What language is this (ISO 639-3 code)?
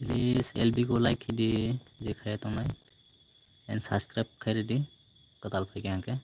trp